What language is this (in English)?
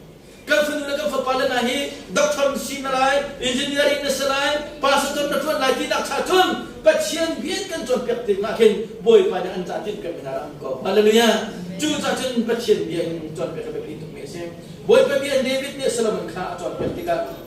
Hakha Chin